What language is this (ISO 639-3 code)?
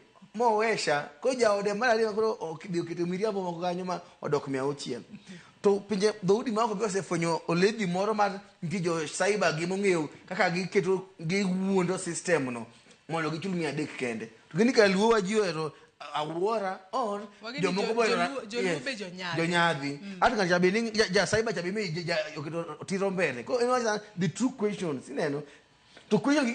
luo